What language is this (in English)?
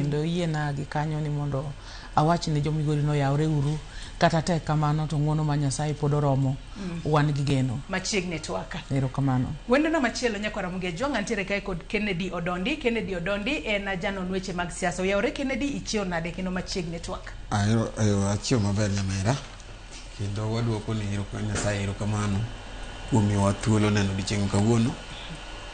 Luo (Kenya and Tanzania)